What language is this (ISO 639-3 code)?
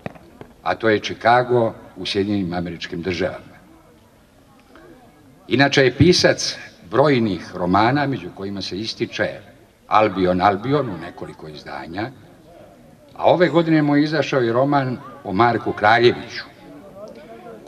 srp